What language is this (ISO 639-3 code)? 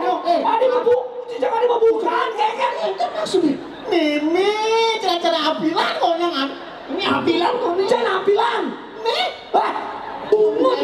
ban